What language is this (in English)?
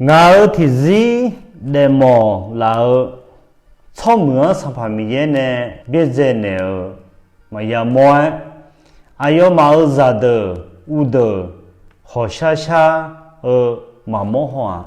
Akha